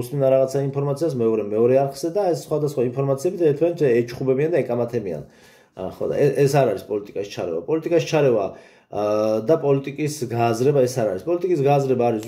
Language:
Georgian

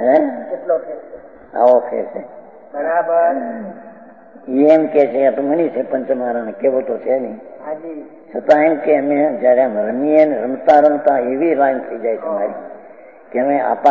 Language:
Gujarati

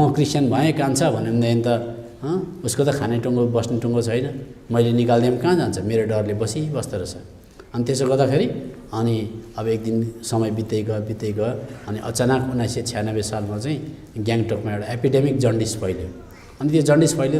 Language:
Nepali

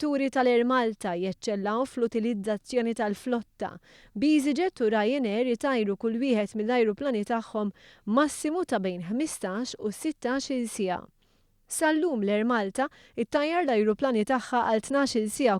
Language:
Maltese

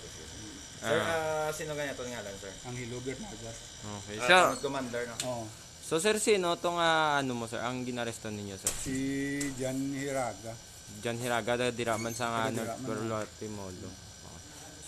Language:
Hiligaynon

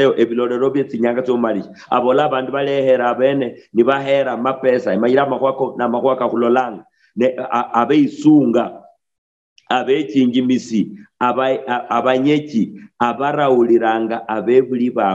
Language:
Luyia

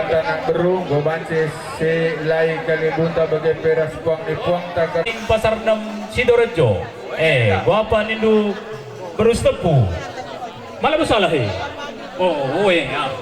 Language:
Batak Karo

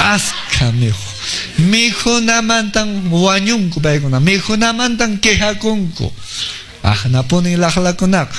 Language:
Quechua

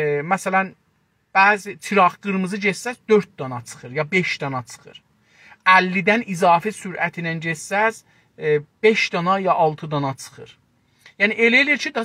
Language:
South Azerbaijani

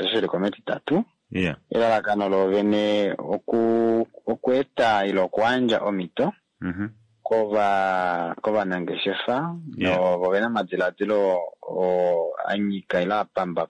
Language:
Kuanyama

